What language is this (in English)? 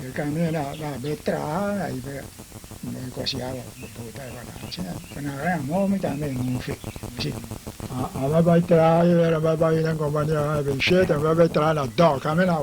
Papiamento